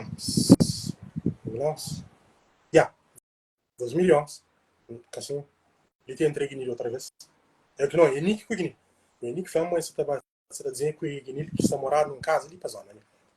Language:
Kabuverdianu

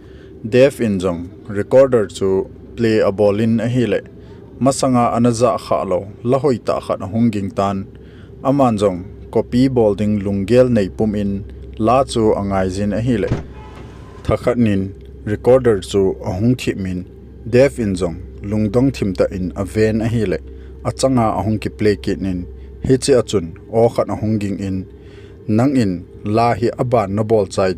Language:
Thado Chin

